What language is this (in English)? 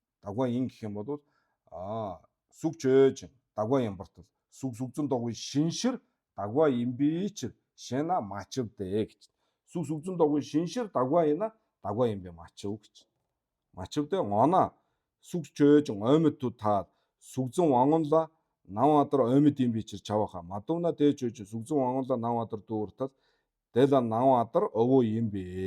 Mongolian